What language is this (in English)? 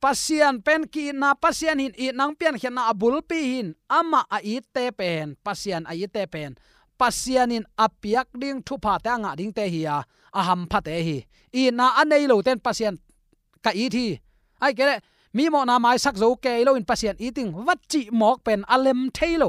Tedim Chin